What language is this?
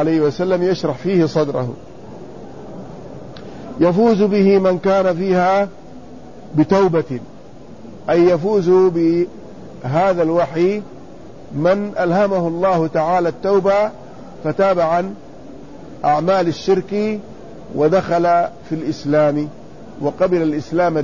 Arabic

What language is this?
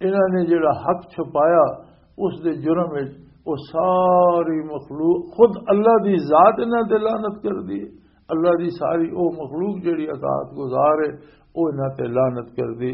Western Panjabi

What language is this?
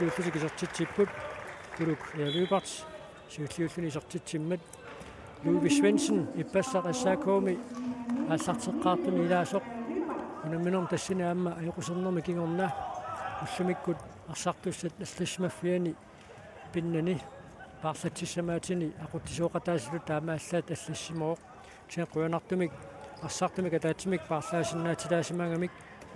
Kalaallisut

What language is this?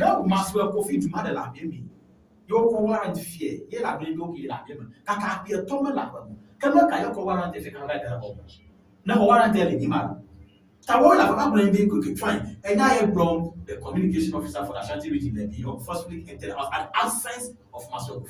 Ewe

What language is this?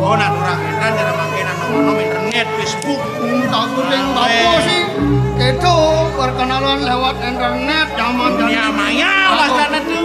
Balinese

